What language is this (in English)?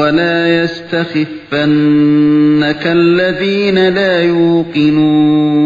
Uyghur